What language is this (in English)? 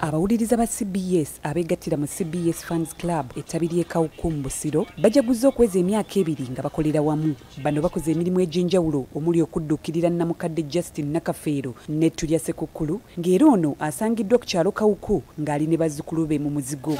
Ganda